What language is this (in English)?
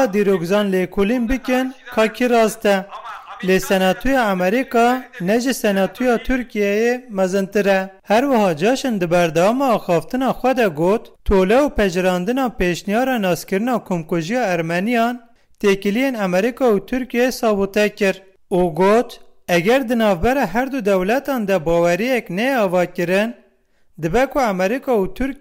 Kurdish